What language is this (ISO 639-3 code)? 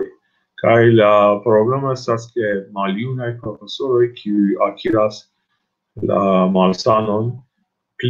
epo